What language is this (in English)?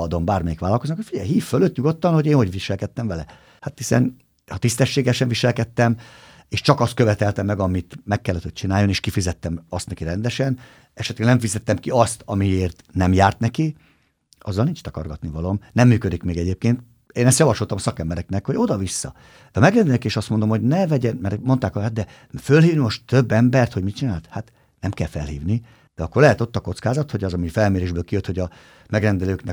Hungarian